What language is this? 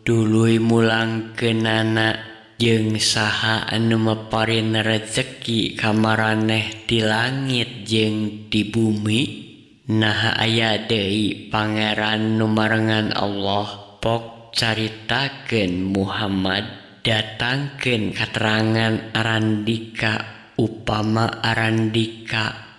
Sundanese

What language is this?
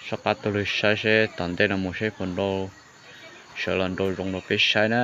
Hmong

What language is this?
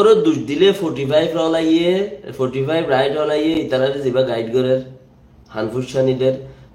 Rohingya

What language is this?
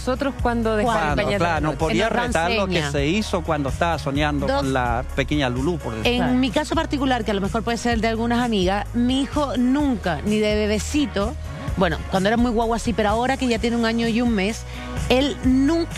Spanish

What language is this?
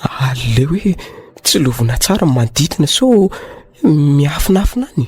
Malagasy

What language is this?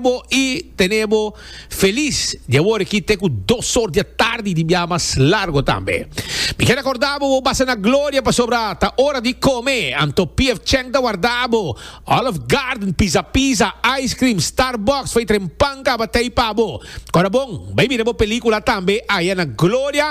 Papiamento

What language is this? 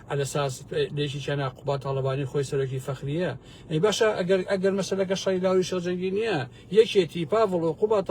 Central Kurdish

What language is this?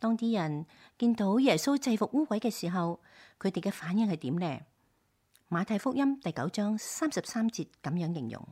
Cantonese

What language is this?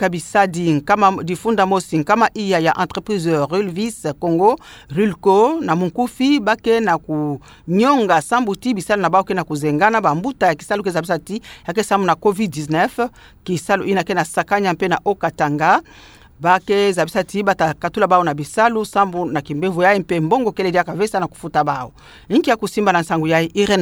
Kituba (Democratic Republic of Congo)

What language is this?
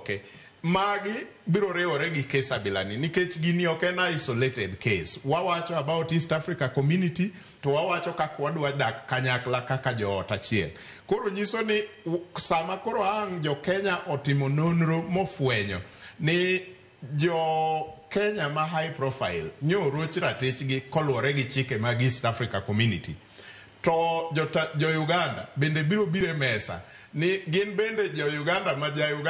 Luo (Kenya and Tanzania)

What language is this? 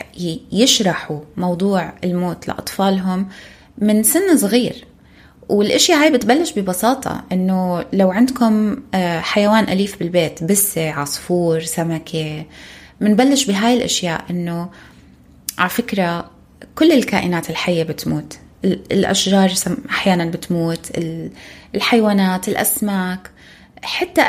North Levantine Arabic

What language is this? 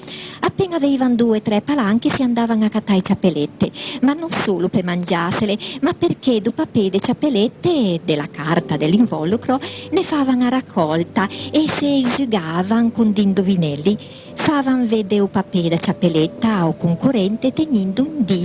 Ligurian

